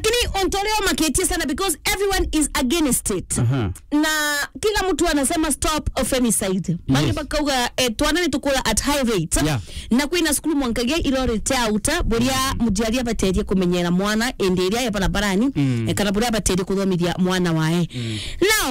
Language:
Meru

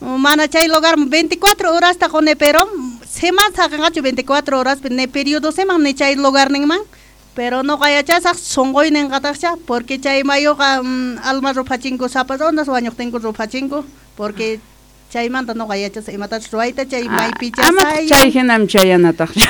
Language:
South Bolivian Quechua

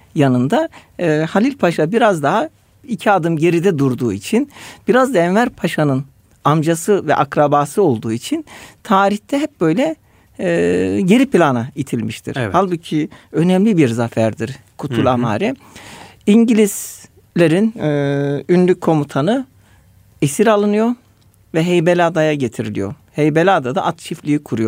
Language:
Turkish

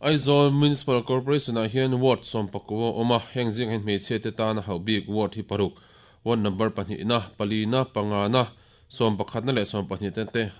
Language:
Mizo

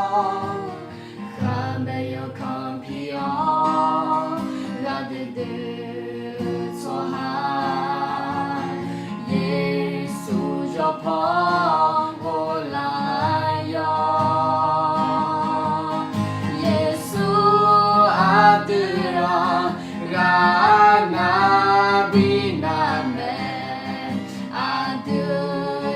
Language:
Akha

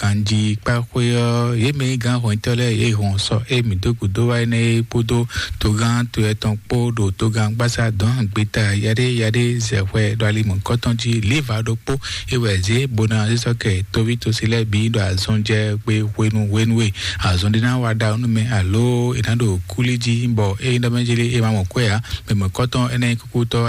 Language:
Fon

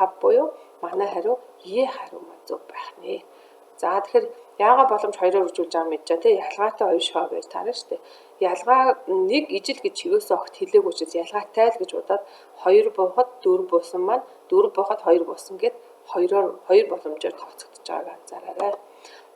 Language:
Mongolian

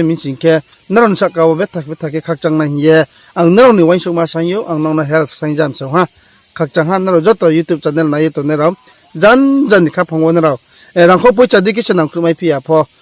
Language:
Riang (India)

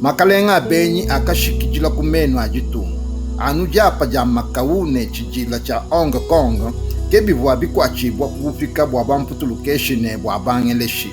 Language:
Luba-Lulua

